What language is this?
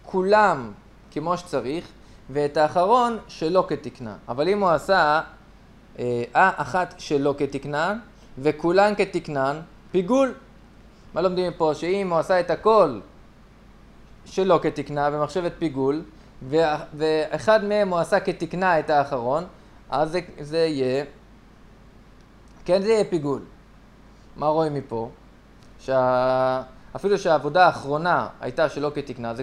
Hebrew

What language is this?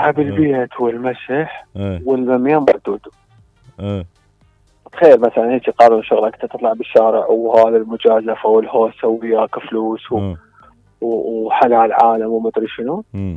Mesopotamian Arabic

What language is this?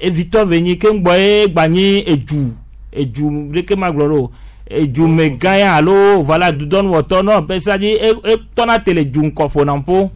Gen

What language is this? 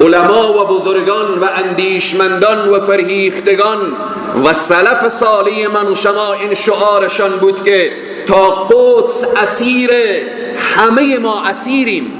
Persian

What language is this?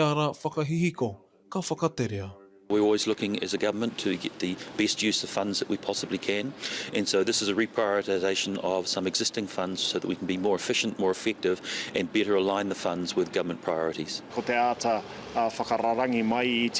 Māori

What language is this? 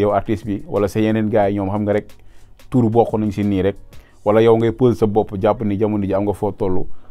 Wolof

